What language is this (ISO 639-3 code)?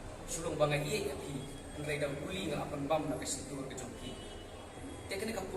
kha